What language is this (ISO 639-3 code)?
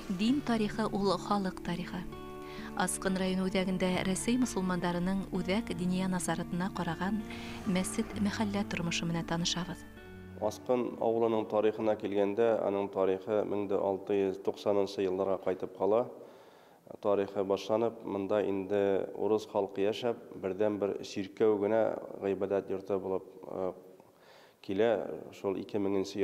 bak